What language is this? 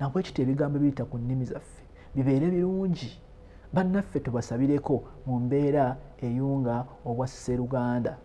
Ganda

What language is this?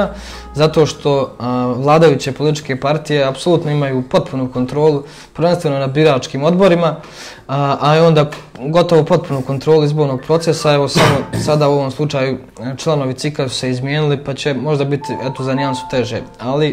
Serbian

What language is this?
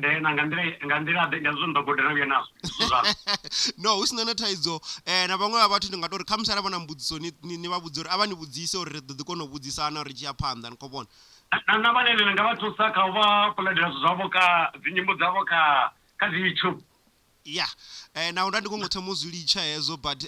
Venda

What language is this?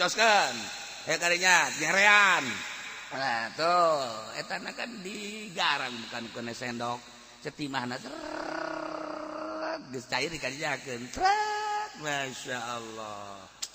Sundanese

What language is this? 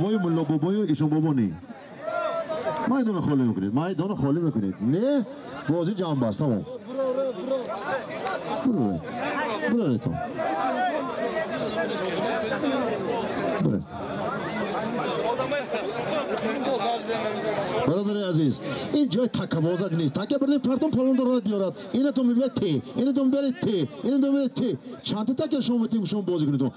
Persian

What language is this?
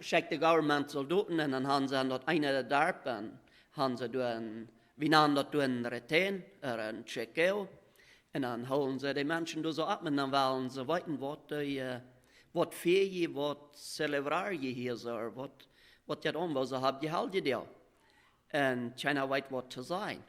Plautdietsch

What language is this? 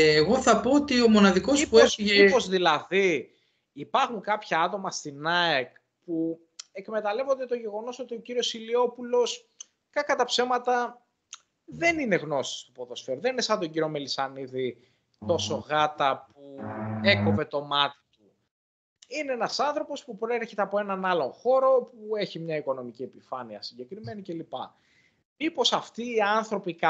Greek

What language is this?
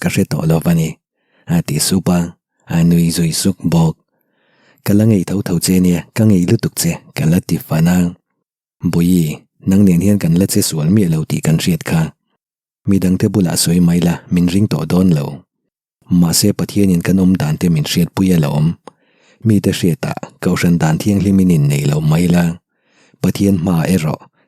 Mizo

